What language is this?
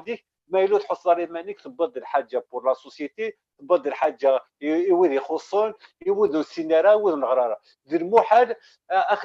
Kabyle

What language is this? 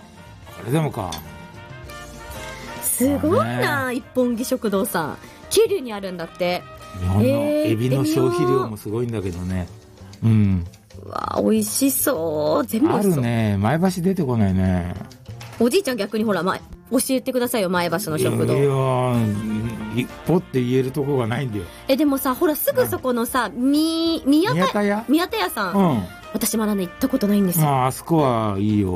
Japanese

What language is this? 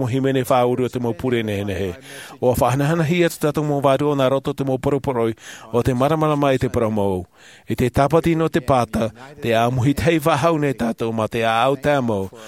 Tahitian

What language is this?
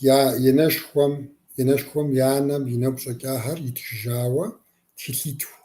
Kabardian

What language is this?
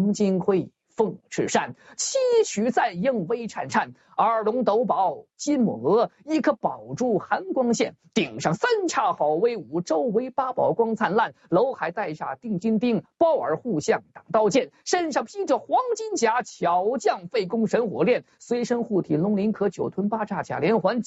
Chinese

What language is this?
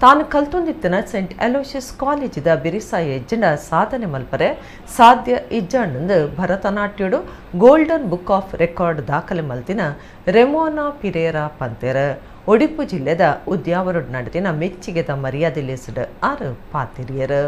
Tulu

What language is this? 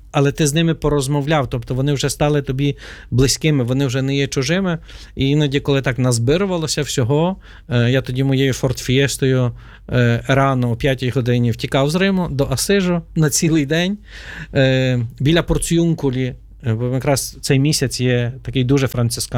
Ukrainian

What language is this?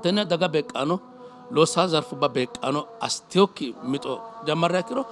Sidamo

